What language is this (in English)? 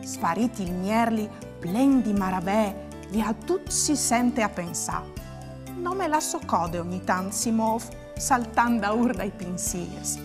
Friulian